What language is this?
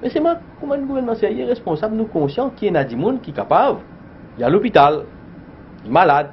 Morisyen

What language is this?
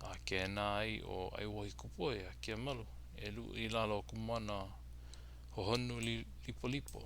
Hawaiian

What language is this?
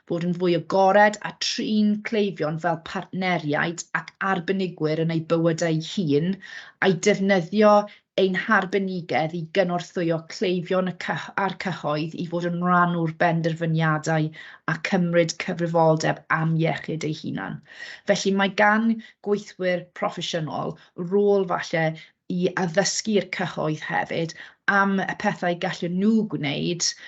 Welsh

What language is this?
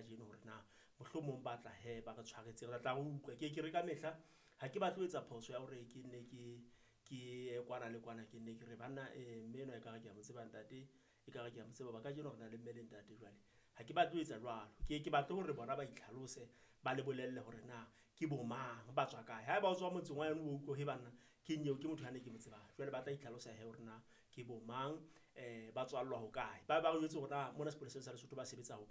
Southern Sotho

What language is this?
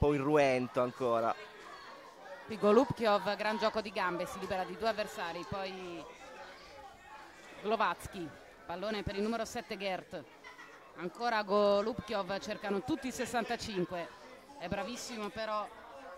Italian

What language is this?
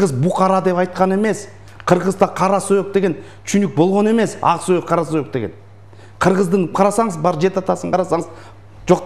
Kyrgyz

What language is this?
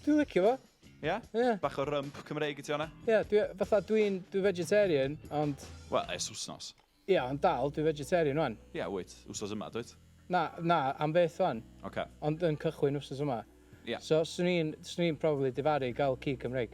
Welsh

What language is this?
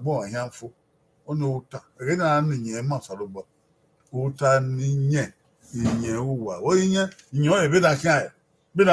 Bini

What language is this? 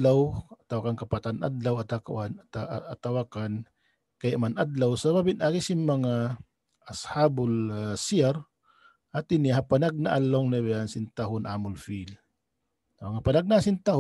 Tausug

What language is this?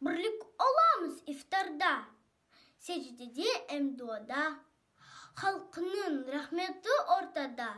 Crimean Tatar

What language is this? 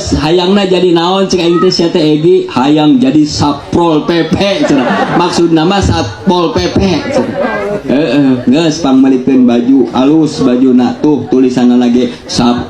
Sundanese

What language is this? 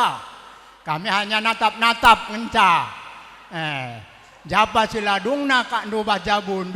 Batak Karo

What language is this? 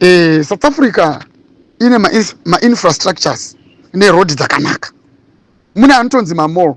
Shona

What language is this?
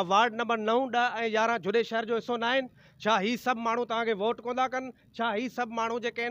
Sindhi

